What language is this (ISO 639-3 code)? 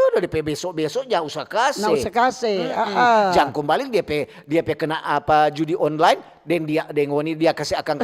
xmm